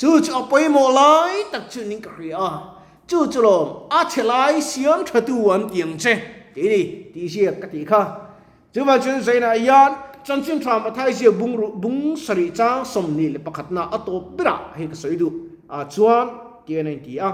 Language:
Mizo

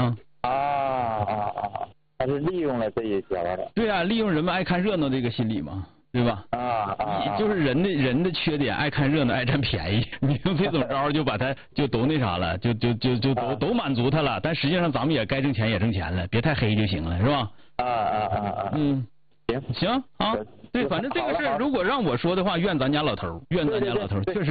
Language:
Chinese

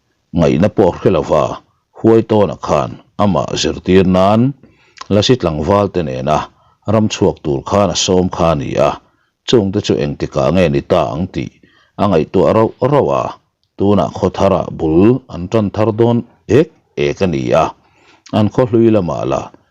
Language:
Mizo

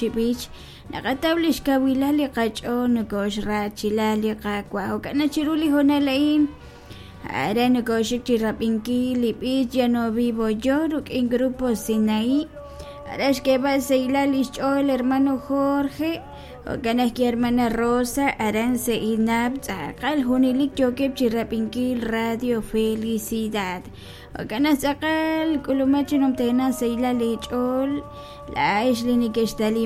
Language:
Kekchí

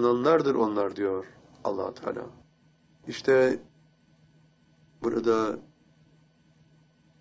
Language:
Turkish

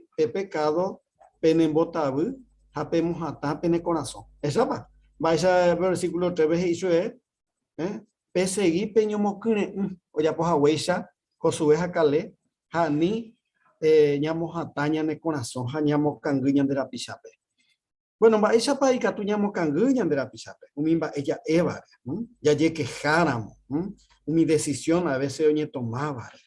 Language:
Guarani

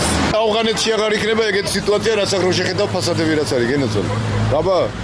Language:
Georgian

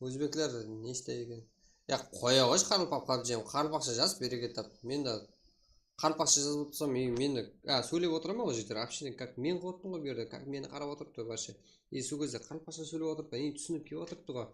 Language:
Kara-Kalpak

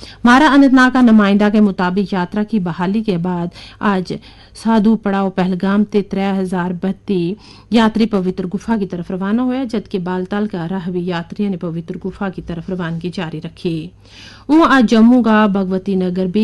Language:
Gujari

